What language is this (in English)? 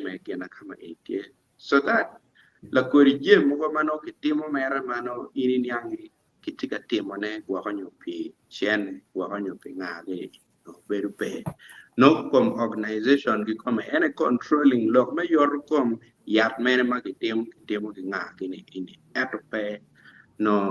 Acoli